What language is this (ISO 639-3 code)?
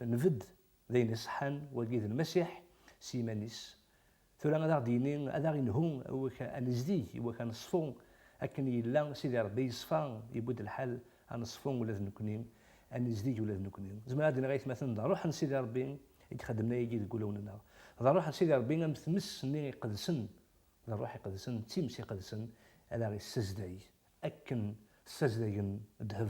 kab